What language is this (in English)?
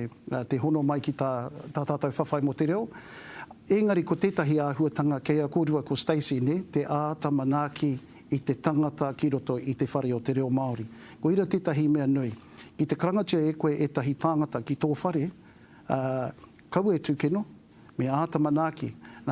Māori